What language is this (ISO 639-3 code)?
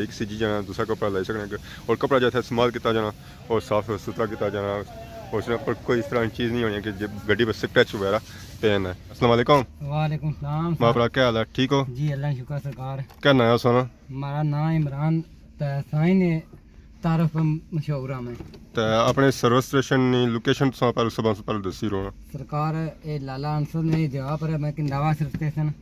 phr